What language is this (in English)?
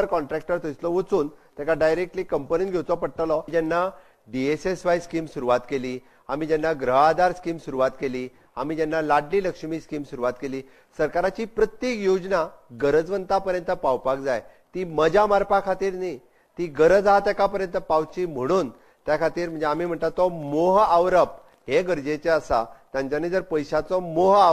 Konkani